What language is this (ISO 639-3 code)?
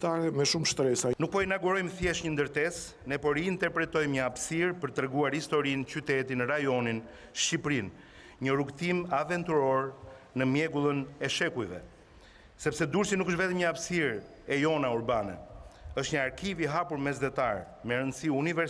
sqi